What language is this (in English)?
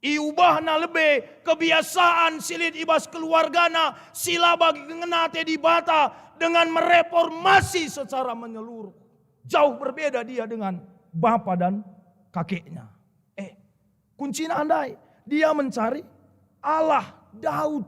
Batak Karo